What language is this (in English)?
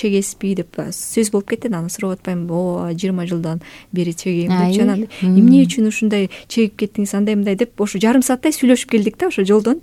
Kyrgyz